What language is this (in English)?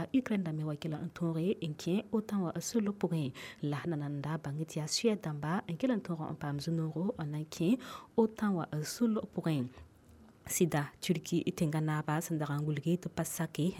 Mossi